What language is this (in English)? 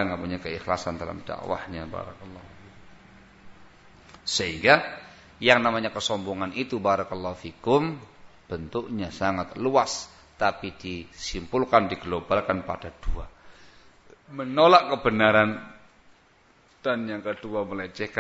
Indonesian